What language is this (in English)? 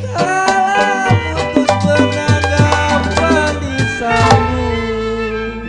Betawi